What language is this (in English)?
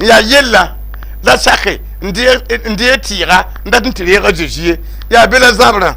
Mossi